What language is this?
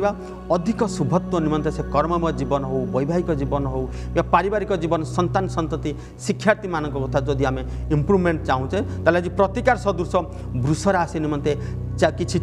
Odia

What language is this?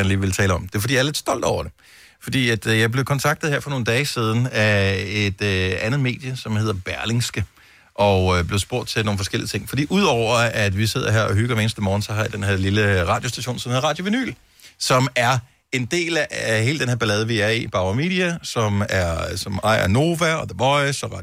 Danish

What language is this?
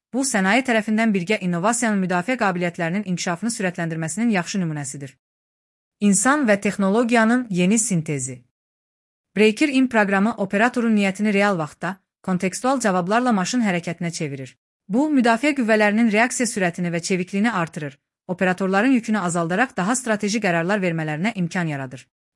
Azerbaijani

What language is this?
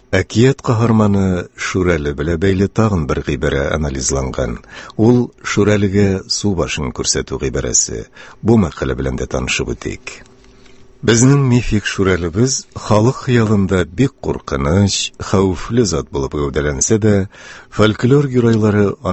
Tatar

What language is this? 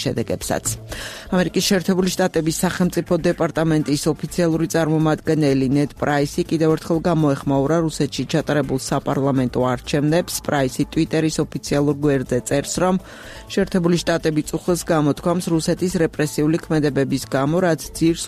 Georgian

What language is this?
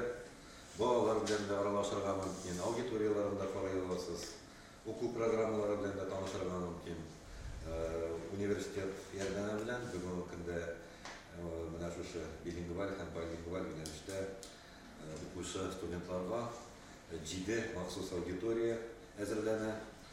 Tatar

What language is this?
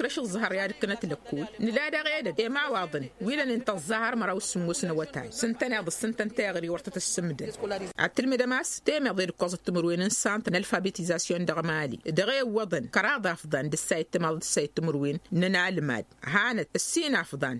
Tamasheq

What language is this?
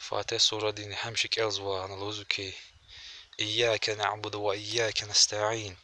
Lezghian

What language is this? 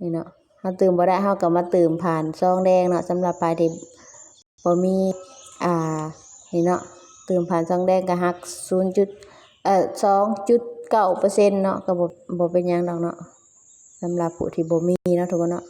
Lao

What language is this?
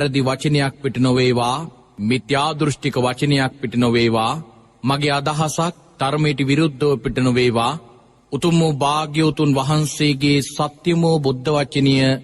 Sinhala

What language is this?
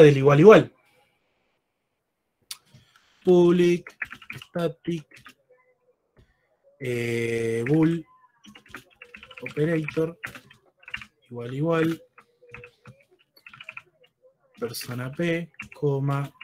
Spanish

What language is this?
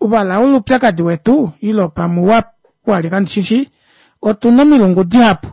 Kuanyama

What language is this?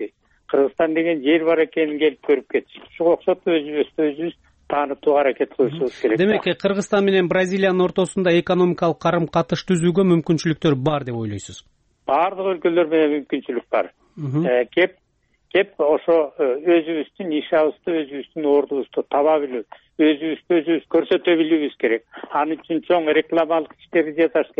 Kyrgyz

